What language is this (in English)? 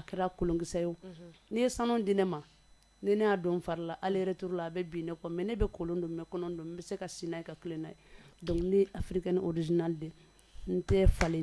Bambara